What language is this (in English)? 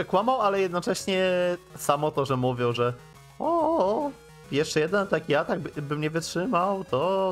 Polish